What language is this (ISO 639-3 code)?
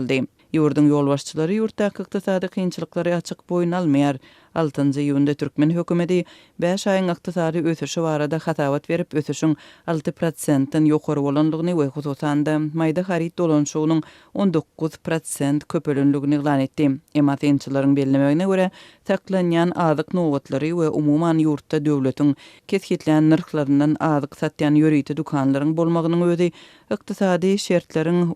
tuk